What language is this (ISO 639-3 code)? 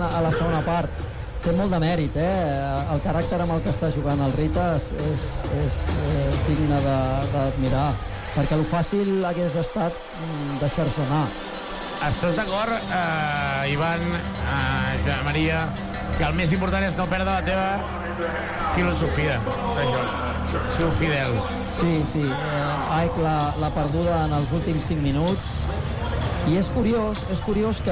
cat